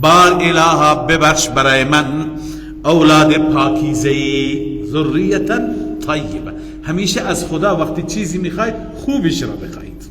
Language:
Persian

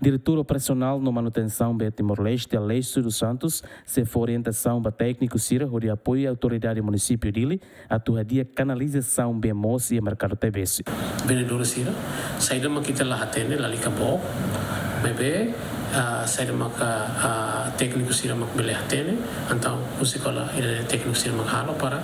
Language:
Tetum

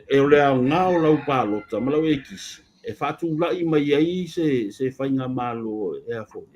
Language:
Samoan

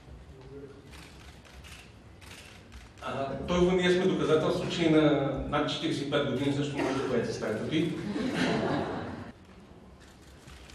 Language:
Bulgarian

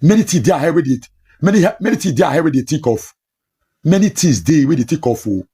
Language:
Nigerian Pidgin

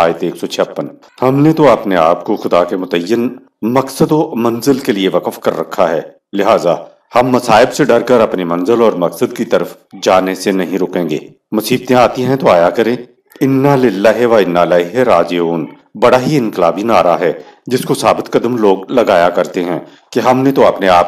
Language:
Urdu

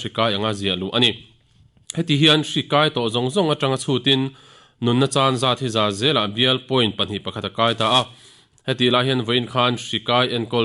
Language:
Mizo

